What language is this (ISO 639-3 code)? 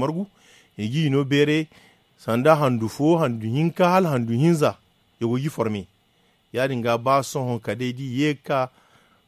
dje